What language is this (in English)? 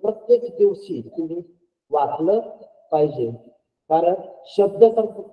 Marathi